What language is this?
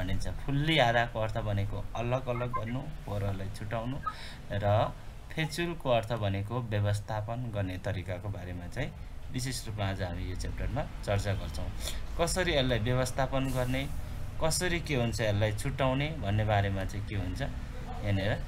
Nepali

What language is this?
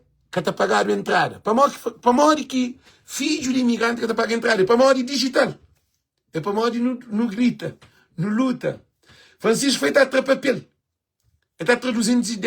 Kabuverdianu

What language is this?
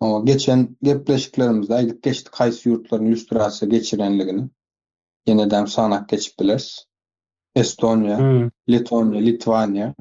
Turkmen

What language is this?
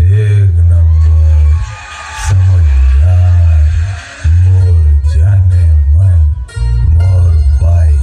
Chhattisgarhi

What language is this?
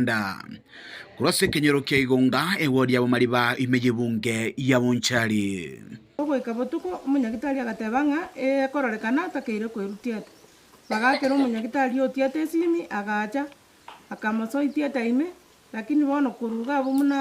Gusii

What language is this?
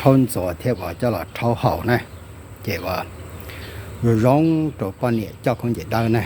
Hmong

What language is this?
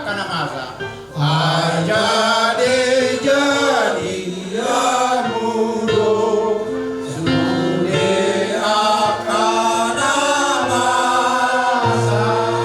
Batak Toba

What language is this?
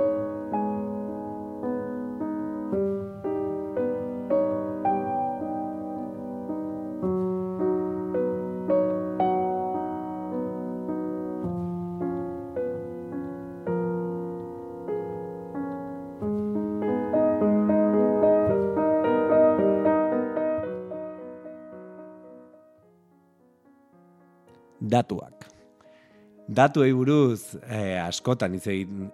Basque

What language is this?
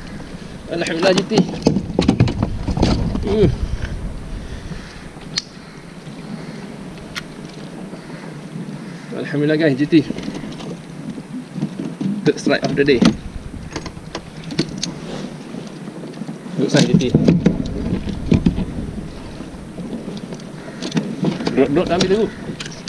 Malay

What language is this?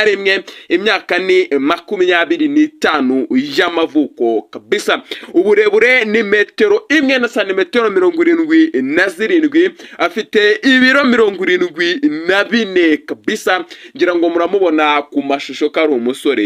Kinyarwanda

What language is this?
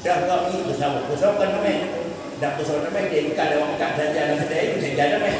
Achinese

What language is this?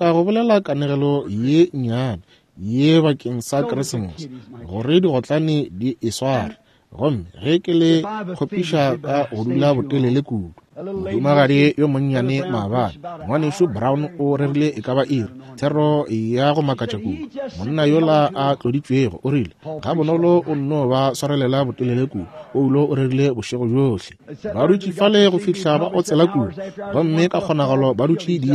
Northern Sotho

